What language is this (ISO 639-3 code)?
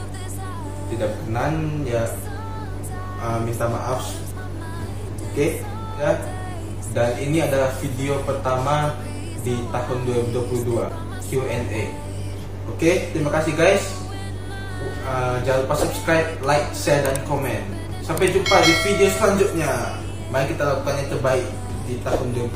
ind